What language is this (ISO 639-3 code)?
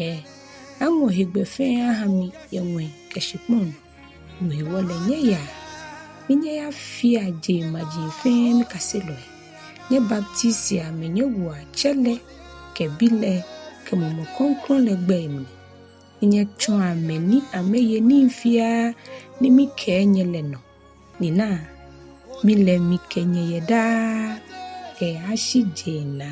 gaa